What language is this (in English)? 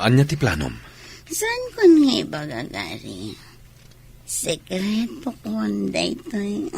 Iloko